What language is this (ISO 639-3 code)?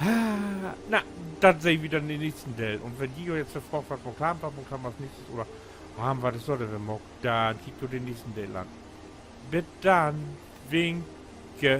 nds